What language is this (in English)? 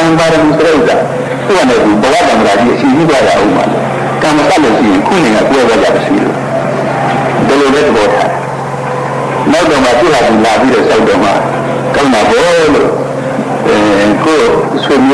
Burmese